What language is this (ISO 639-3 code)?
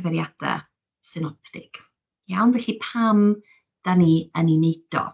cym